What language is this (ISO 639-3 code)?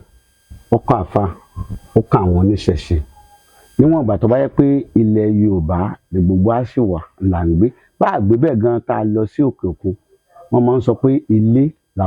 yor